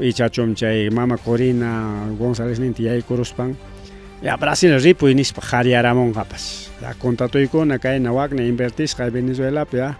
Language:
Ayacucho Quechua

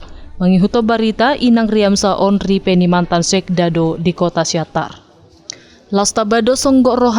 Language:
Batak Toba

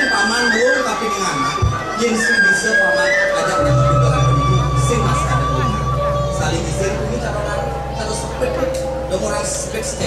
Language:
Balinese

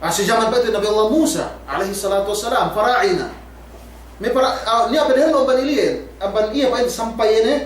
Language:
Yakan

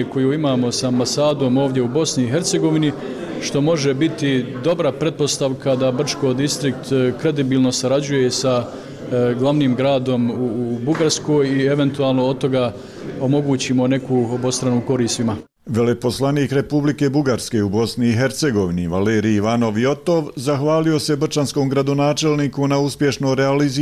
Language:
Bosnian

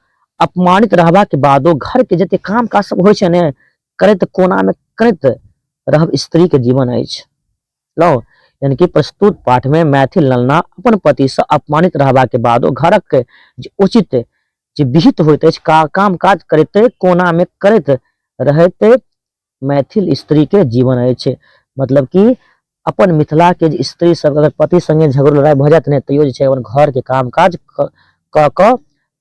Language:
Maithili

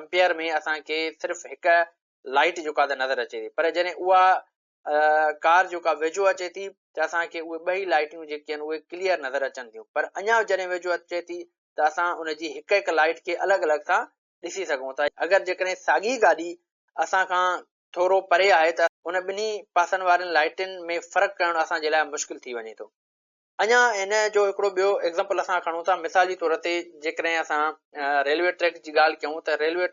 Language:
Sindhi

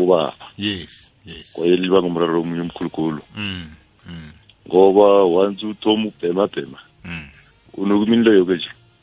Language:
South Ndebele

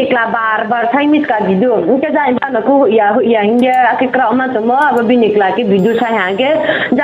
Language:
Riang (India)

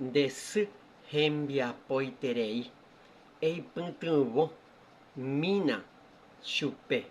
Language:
Guarani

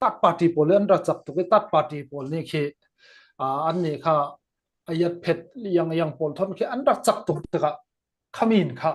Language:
Falam Chin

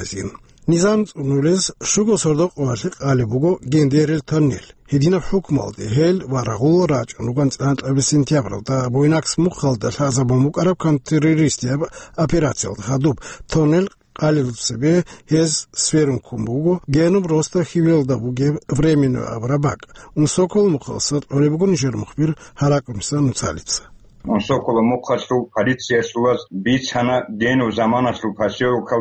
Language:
Avaric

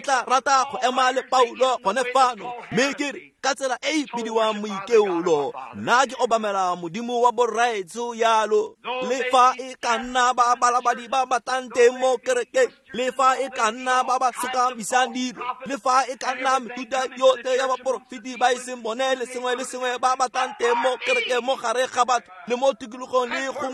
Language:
Tswana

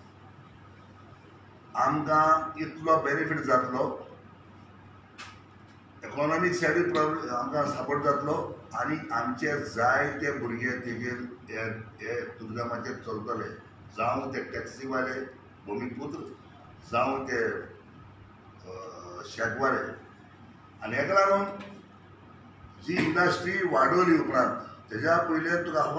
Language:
Konkani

